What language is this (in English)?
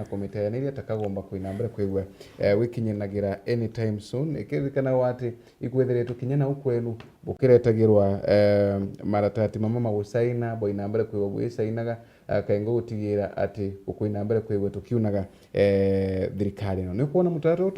Meru